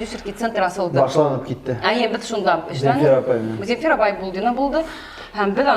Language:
Bashkir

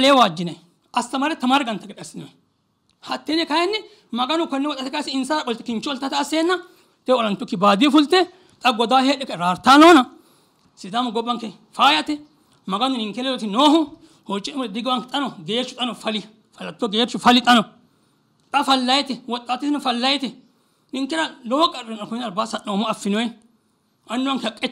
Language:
Sidamo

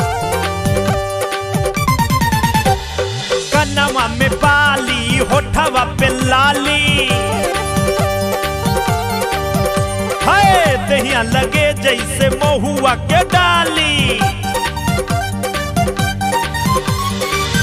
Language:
Bhojpuri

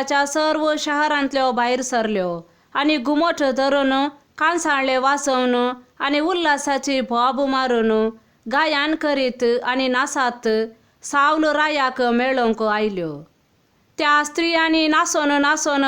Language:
Konkani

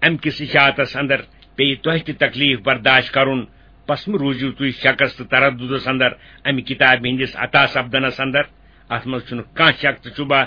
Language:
Kashmiri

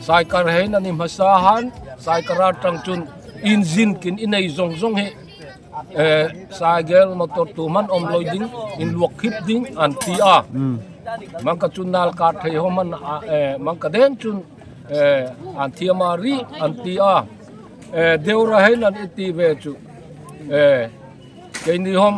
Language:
Darlong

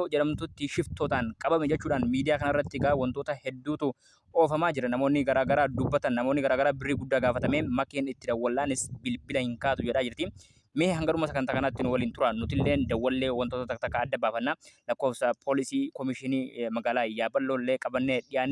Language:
Oromo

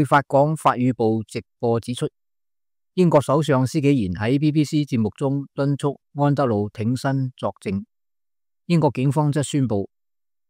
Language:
Cantonese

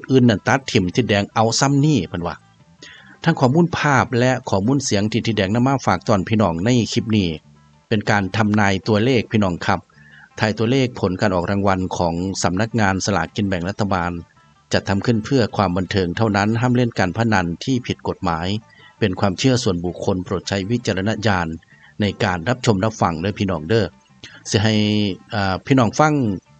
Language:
Northeastern Thai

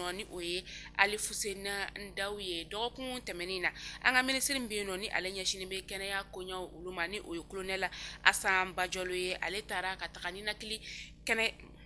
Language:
Bambara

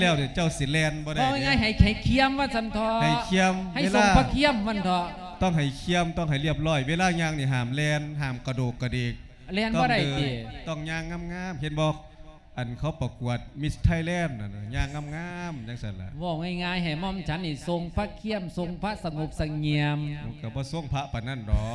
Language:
Lao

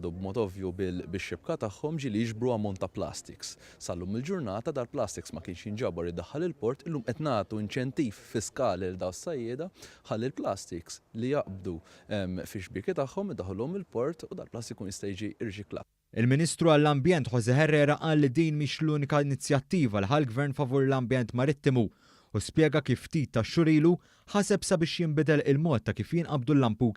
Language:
Maltese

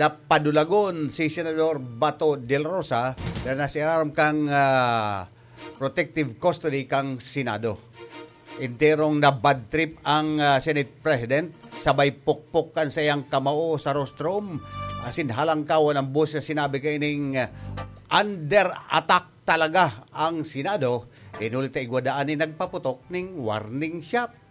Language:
Bikol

